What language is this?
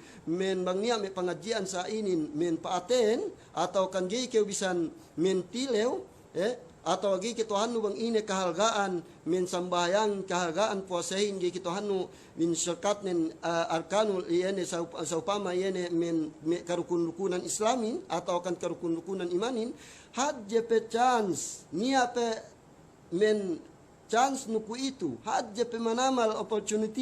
Yakan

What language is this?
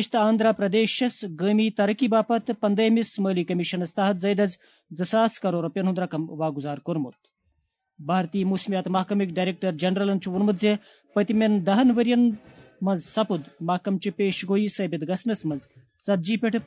Kashmiri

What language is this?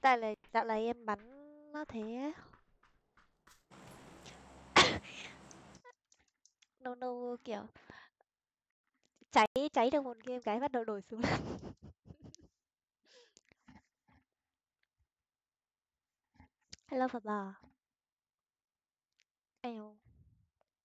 Vietnamese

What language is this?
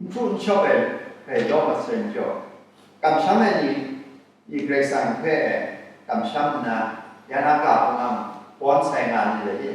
Kachin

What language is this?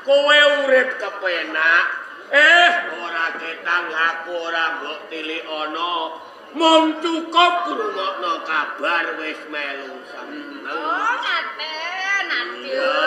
Javanese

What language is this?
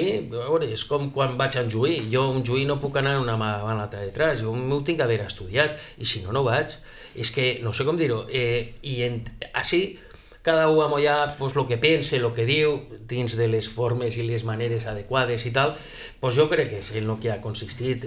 Catalan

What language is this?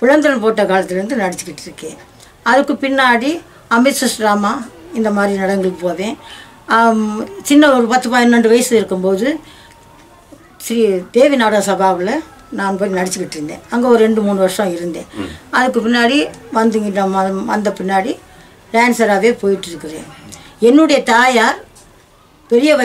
Tamil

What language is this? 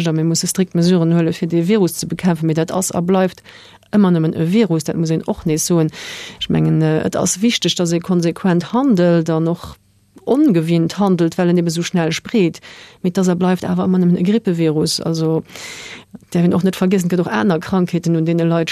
Luxembourgish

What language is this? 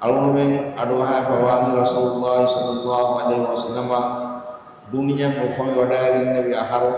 Divehi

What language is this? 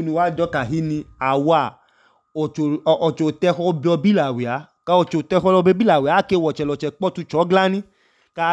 Idoma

